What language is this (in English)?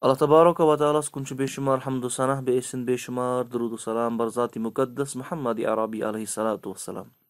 Kashmiri